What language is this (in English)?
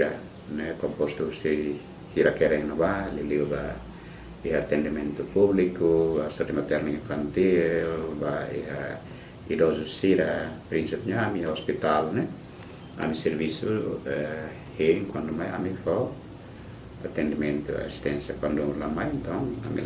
Tetum